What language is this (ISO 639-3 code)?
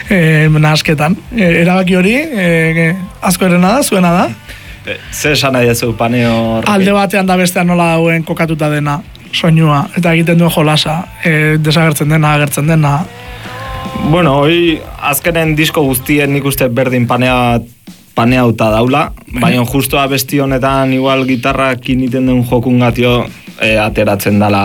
eus